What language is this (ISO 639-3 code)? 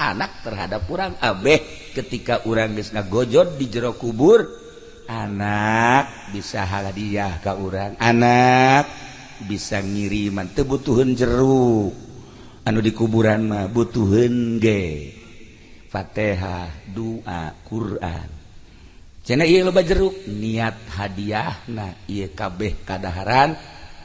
sun